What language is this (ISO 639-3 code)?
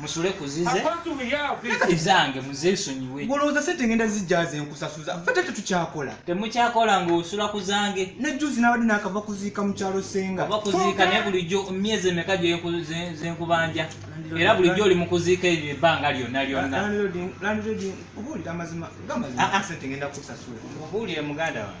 lug